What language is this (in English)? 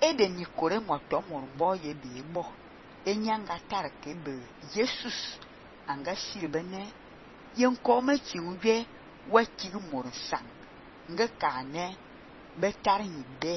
Fang